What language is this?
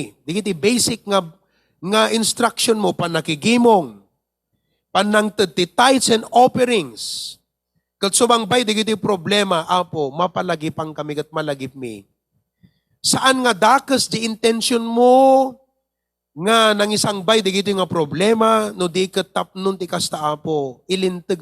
Iloko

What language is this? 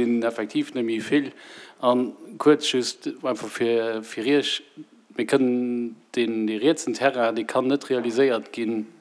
Luxembourgish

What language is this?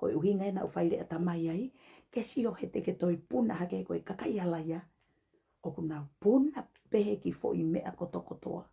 Tongan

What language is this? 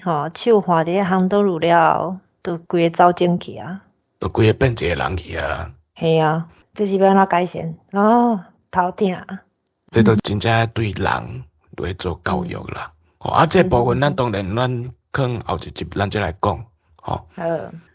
Min Nan Chinese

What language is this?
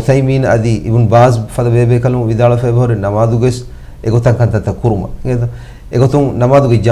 Divehi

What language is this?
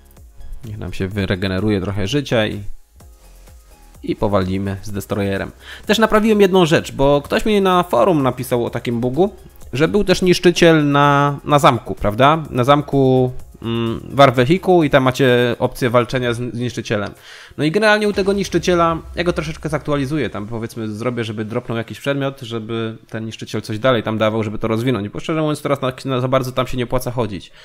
Polish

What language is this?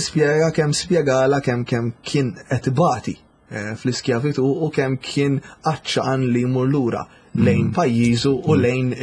Maltese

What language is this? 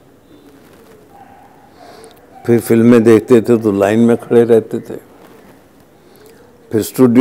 Hindi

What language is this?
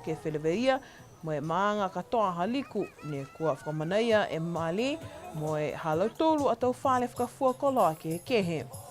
Niuean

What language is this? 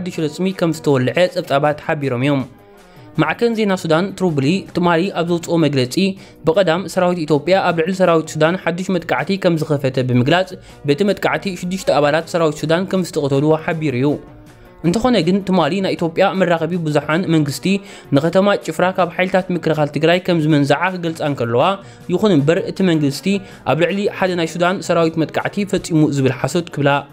Tigrinya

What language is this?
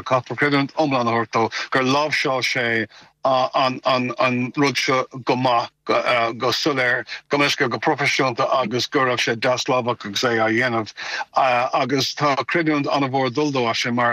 Irish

